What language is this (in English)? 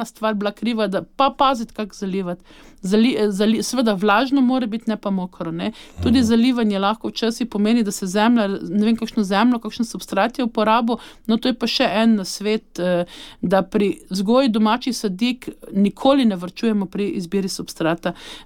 Slovenian